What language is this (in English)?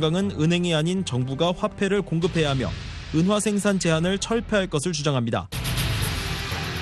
Korean